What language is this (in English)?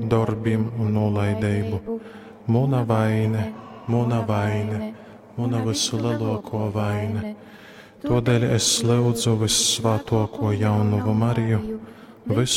Latgalian